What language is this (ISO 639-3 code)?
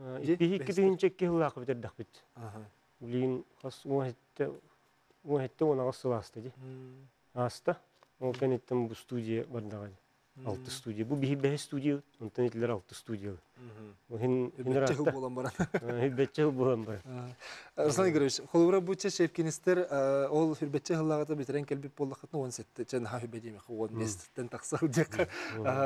sah